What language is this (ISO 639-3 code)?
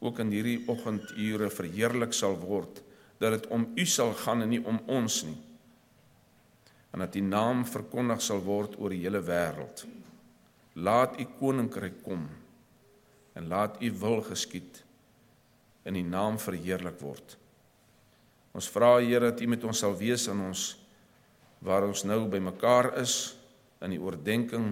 afr